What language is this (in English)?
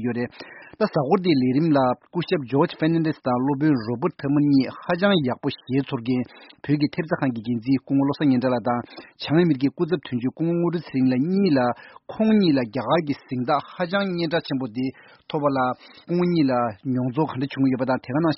Tibetan